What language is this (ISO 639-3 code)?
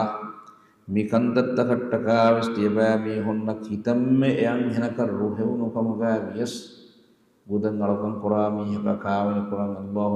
div